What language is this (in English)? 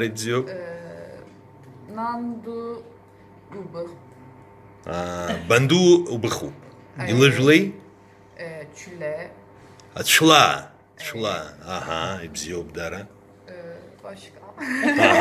Abkhazian